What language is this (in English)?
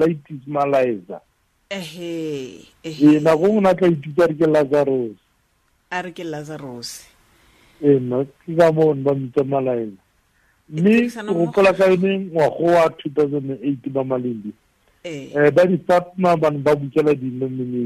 Tswana